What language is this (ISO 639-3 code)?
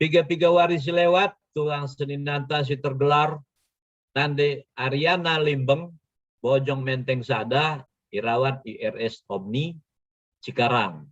btx